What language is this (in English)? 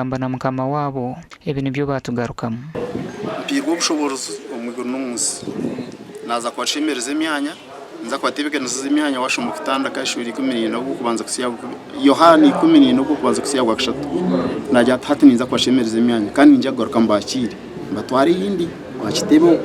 Nyankole